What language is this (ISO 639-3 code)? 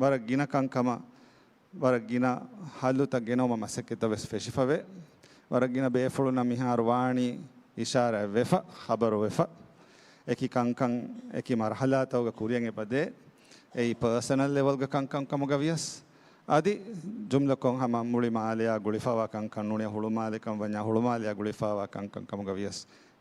div